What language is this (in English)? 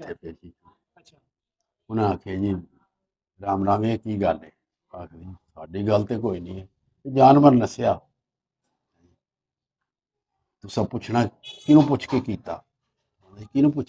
Punjabi